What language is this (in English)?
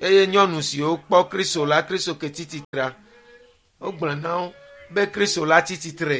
Ewe